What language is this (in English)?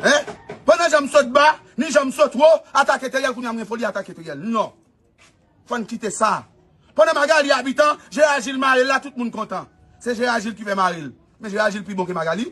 Haitian Creole